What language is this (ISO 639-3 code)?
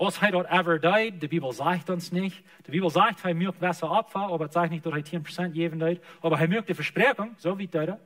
pdt